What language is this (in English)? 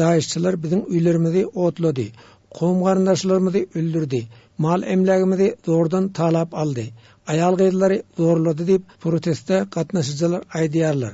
Turkmen